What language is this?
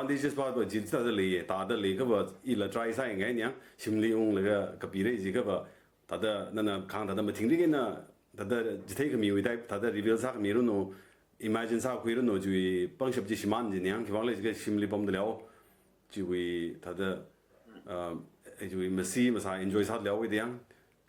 Tangkhul Naga (India)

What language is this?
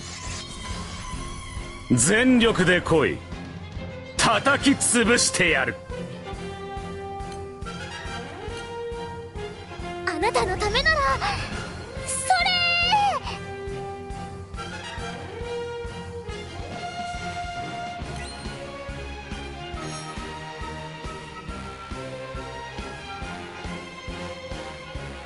Japanese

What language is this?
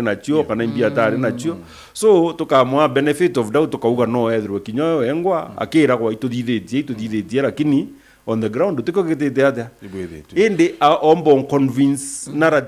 Meru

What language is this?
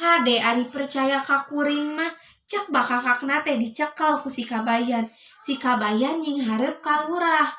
Sundanese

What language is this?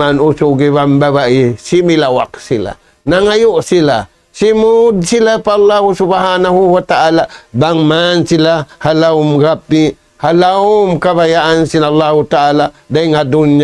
Tausug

